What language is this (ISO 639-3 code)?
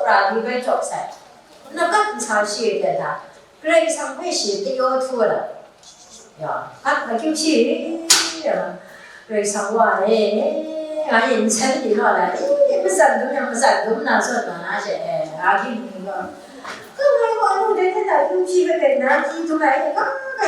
kac